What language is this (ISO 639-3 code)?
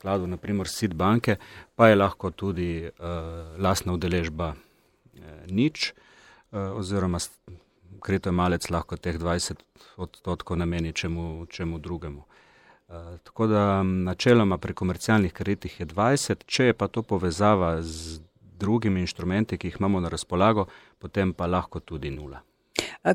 slv